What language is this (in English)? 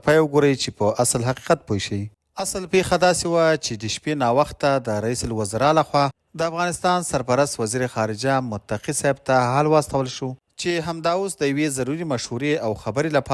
Pashto